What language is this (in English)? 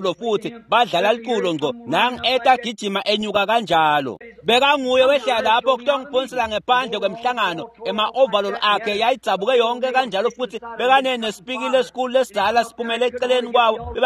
Swati